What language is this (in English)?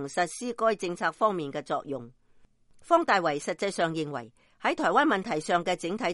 Cantonese